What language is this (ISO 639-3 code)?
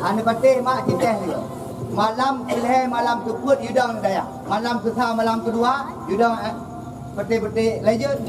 ace